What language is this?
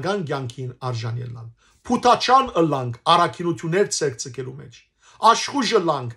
Western Armenian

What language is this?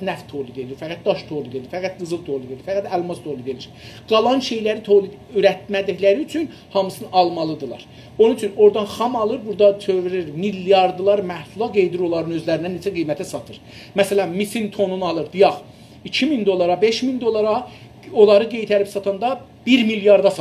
South Azerbaijani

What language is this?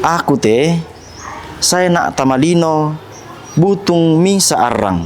Toraja-Sa'dan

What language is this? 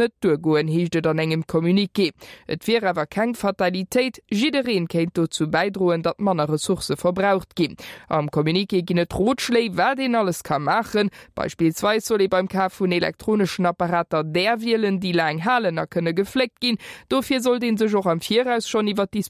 Luxembourgish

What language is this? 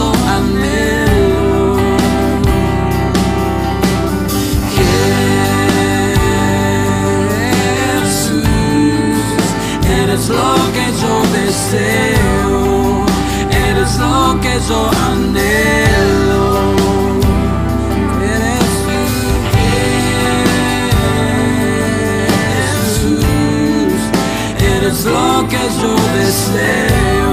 Spanish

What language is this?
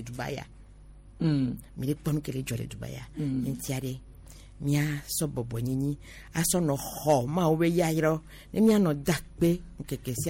Gen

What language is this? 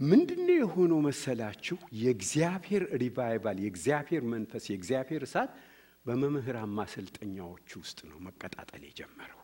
Amharic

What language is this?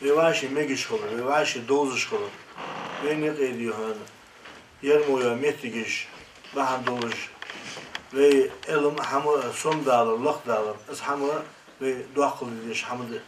Ingush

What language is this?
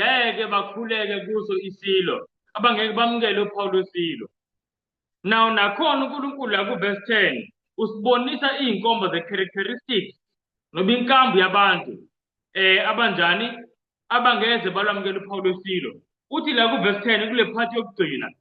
Zulu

